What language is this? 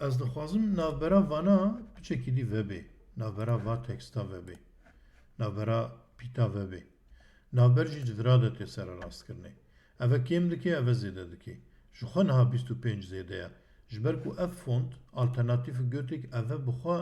Kurdish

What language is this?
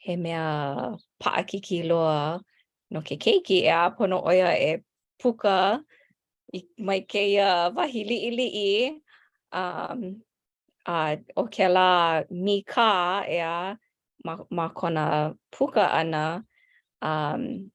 Hawaiian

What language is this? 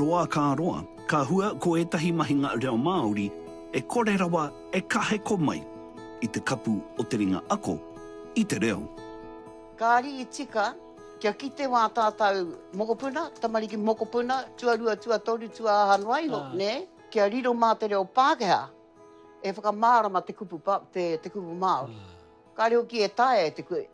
Māori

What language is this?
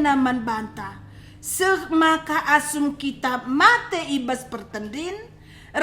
Batak Karo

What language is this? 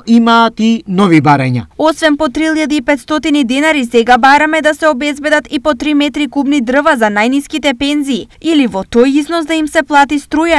Macedonian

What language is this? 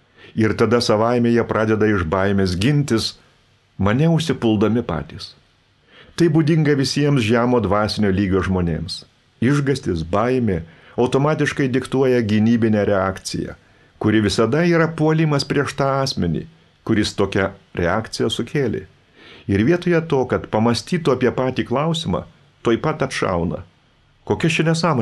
Lithuanian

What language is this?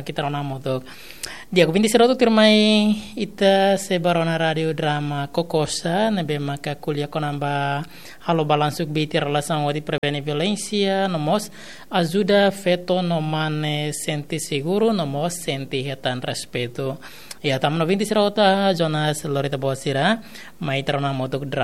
Tetum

